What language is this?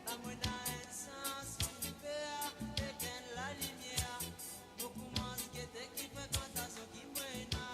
Morisyen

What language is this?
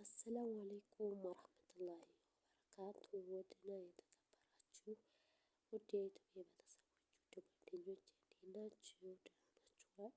Amharic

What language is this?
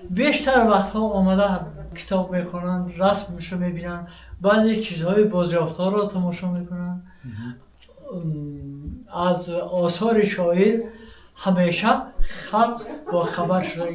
Tajik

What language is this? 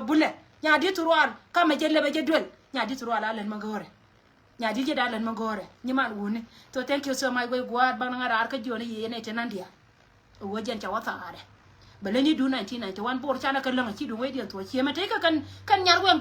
Nuer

